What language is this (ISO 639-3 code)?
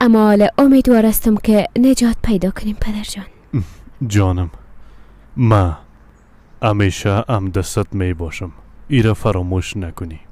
fas